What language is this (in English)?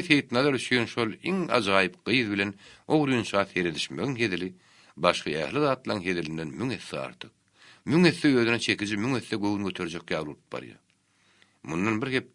Turkmen